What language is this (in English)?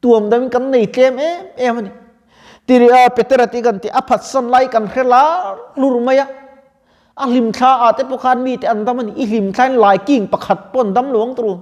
Mizo